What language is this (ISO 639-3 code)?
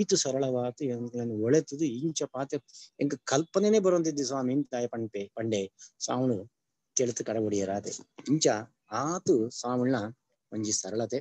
tcy